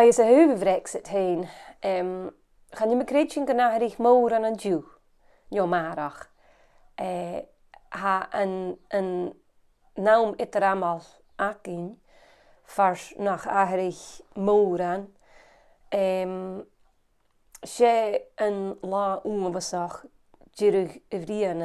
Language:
Scottish Gaelic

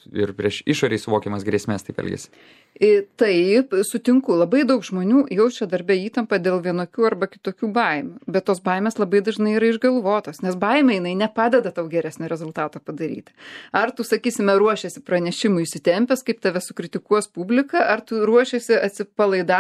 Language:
Lithuanian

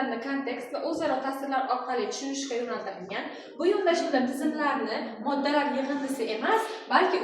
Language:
Uzbek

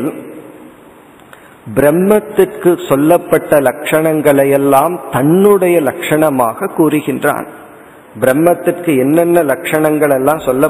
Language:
Tamil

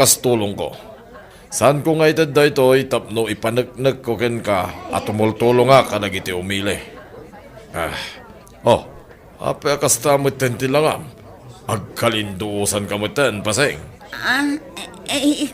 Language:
Iloko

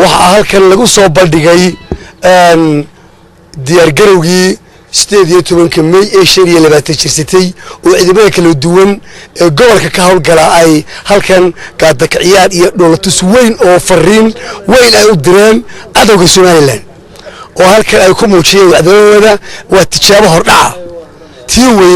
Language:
Somali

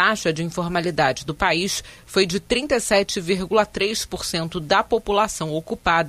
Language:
Portuguese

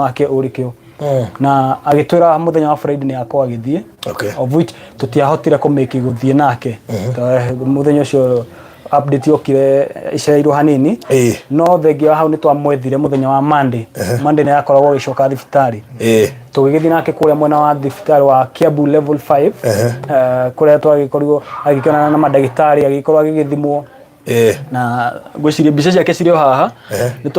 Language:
Kikuyu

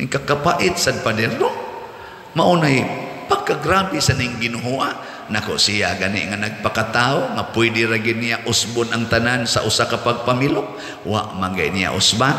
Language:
Cebuano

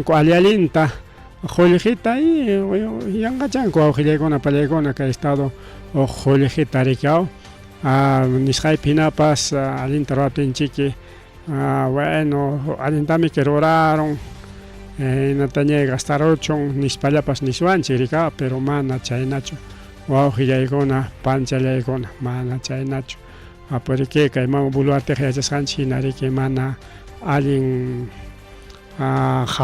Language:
Ayacucho Quechua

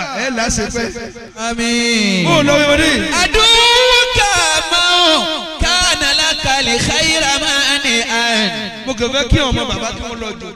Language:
Yoruba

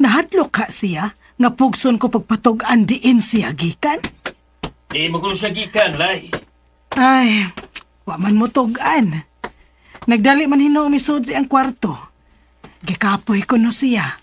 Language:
Cebuano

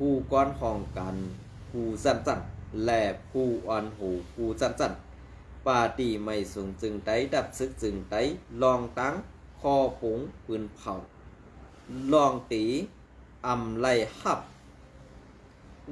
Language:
Shan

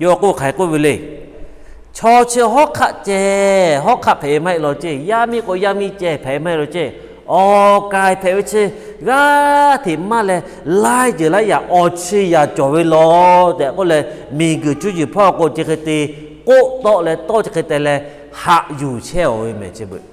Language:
Lahu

